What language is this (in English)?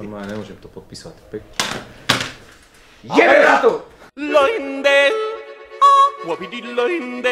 Slovak